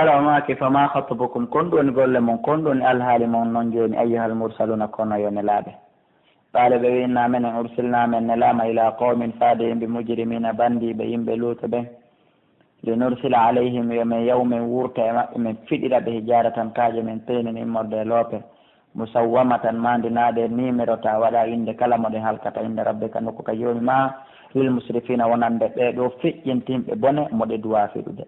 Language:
Pular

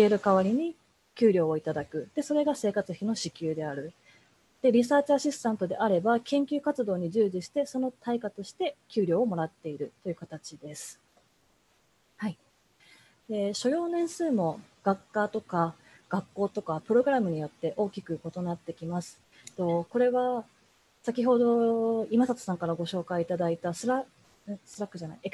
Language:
Japanese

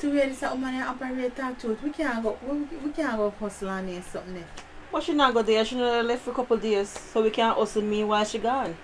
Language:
Jamaican Creole English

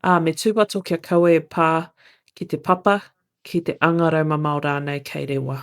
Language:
Māori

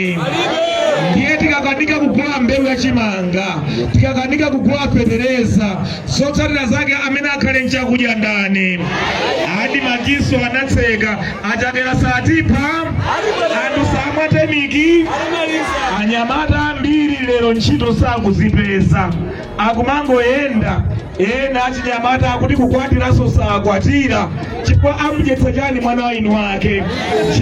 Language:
Nyanja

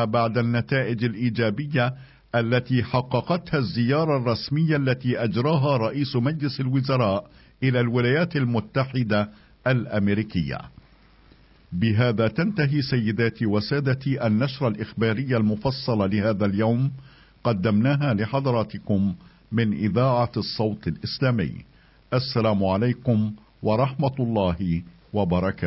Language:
Arabic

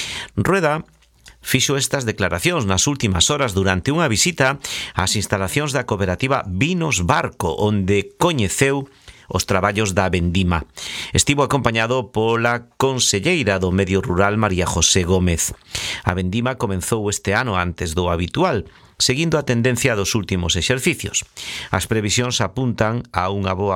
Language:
Galician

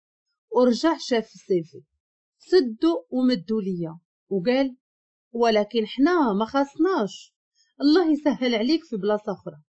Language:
Moroccan Arabic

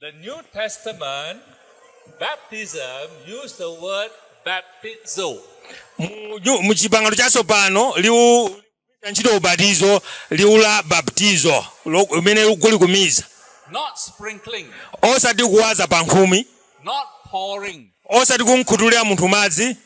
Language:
Nyanja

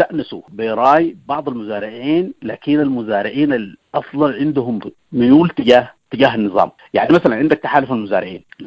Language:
Sudanese Arabic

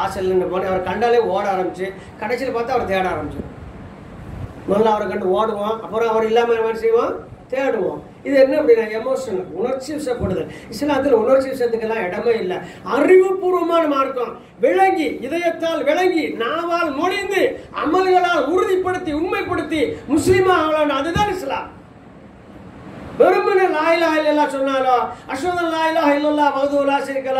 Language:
Tamil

